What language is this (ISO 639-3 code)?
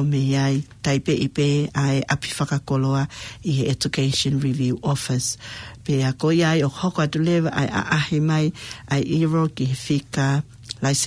ton